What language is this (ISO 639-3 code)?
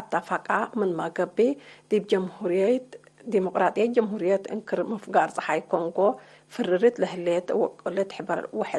tig